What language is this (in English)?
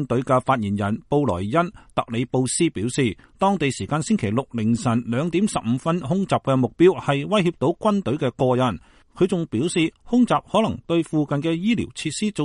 Cantonese